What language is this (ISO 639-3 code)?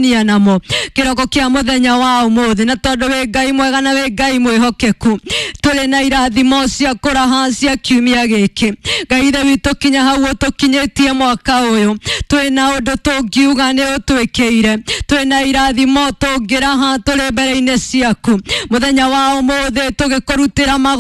kik